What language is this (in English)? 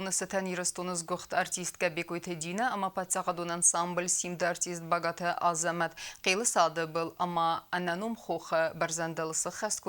Ossetic